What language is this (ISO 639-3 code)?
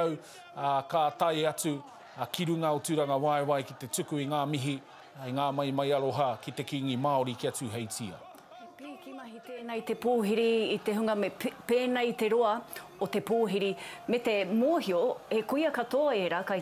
mri